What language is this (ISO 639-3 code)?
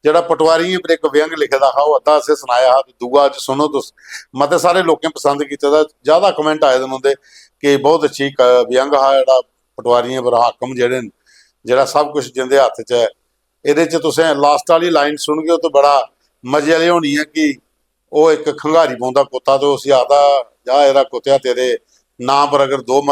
doi